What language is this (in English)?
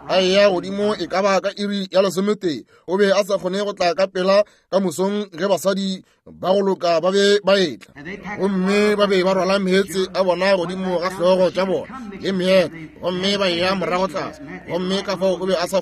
Northern Sotho